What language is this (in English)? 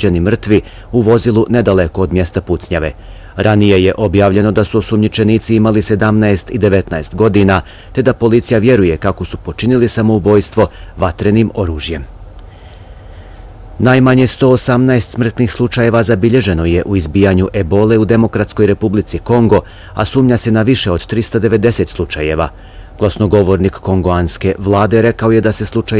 Bosnian